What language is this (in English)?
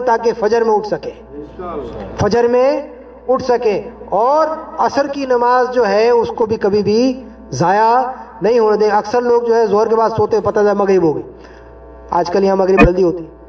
Urdu